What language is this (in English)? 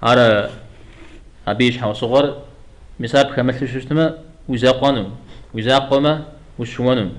Kabardian